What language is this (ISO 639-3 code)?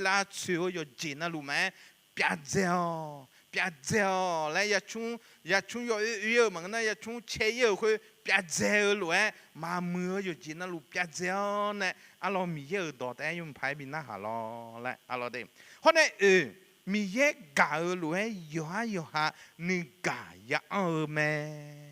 ahk